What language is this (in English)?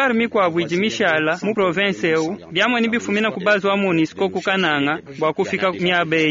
Luba-Lulua